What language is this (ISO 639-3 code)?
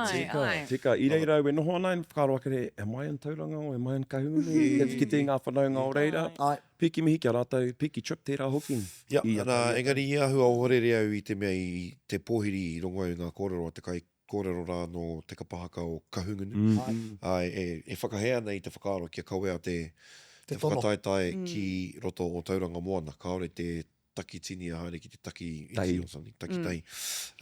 mri